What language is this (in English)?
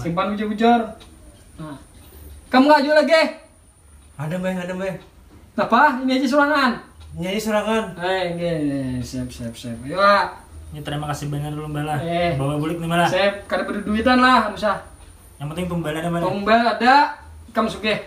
Banjar